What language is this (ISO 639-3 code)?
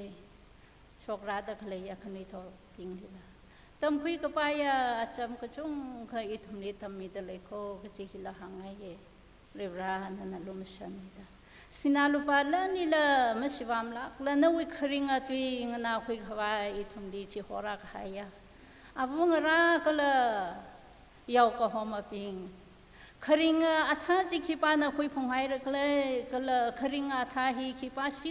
nmf